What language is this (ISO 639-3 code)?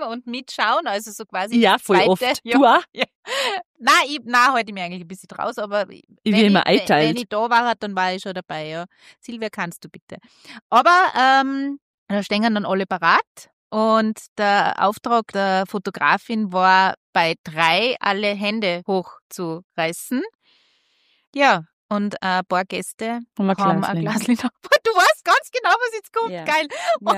deu